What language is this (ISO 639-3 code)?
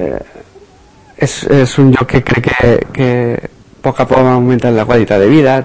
cat